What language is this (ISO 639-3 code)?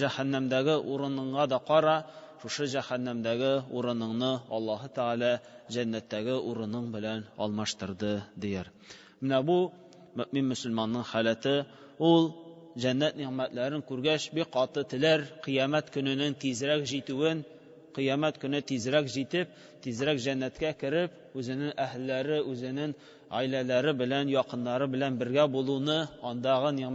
tat